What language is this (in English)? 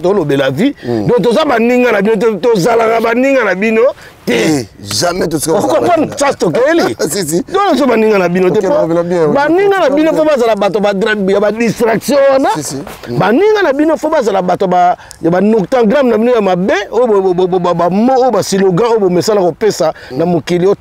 Lingala